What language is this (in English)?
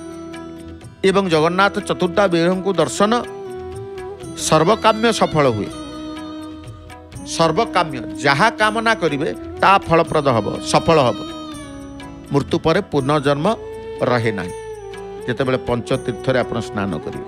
Odia